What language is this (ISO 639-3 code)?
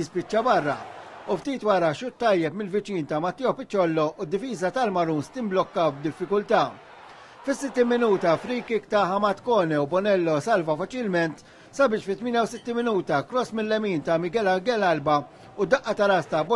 mlt